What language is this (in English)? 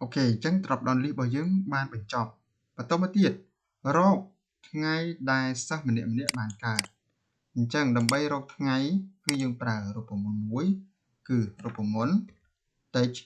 Khmer